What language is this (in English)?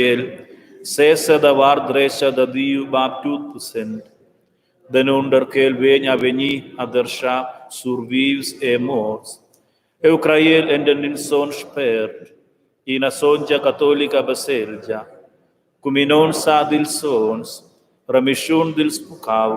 Romansh